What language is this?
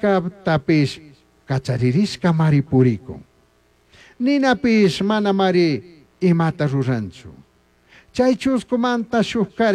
Chimborazo Highland Quichua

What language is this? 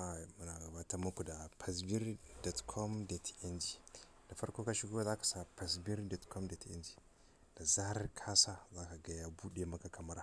Hausa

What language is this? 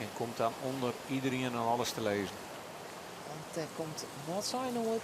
Western Frisian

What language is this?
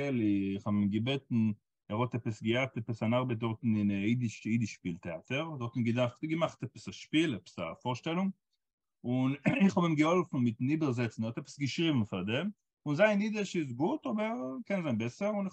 Yiddish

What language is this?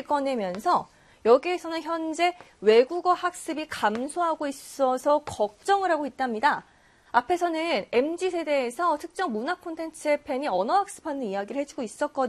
Korean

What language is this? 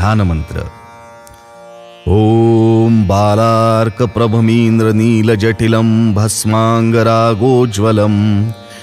Marathi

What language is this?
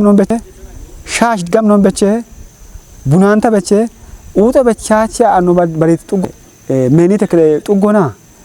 Kafa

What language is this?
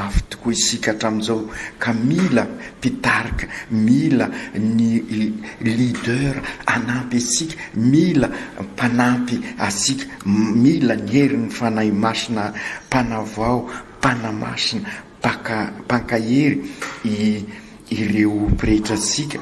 Malagasy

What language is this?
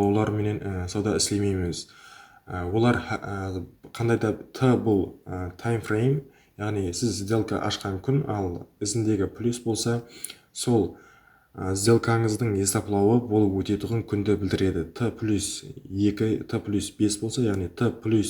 Kara-Kalpak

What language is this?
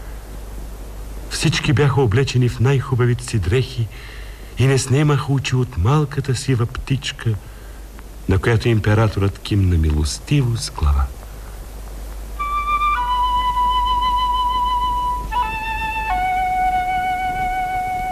Bulgarian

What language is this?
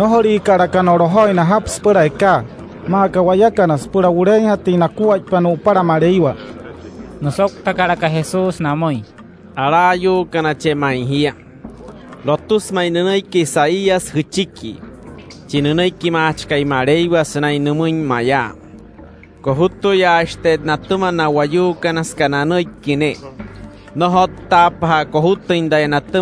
Wayuu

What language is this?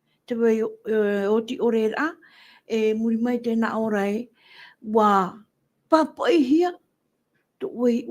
Tahitian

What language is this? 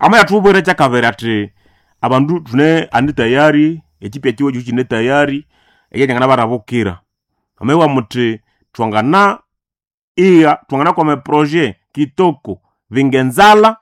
Nande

